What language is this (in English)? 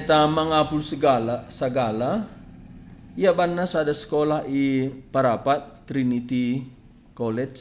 Batak Karo